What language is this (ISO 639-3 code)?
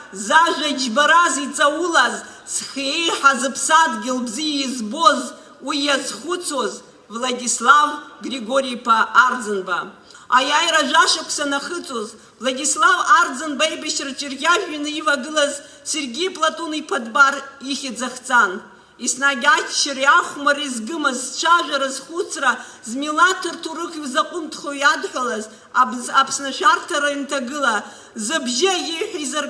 abk